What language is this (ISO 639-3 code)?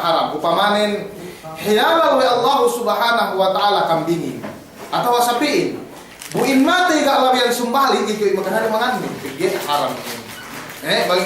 yka